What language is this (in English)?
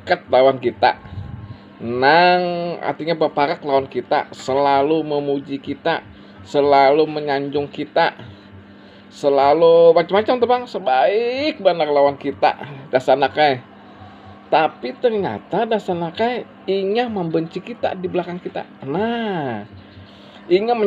Banjar